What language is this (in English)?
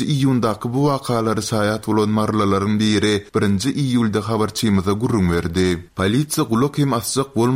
Turkmen